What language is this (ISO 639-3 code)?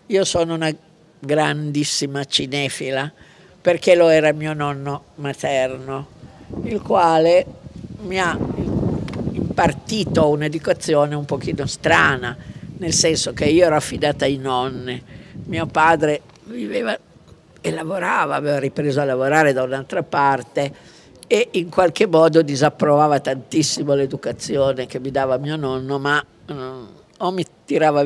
ita